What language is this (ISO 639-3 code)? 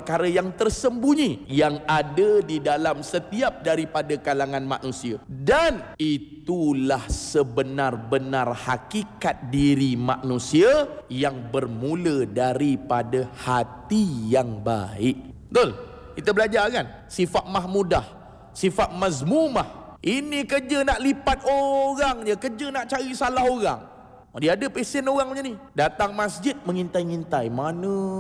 msa